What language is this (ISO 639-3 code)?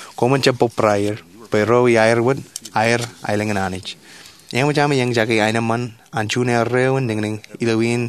mah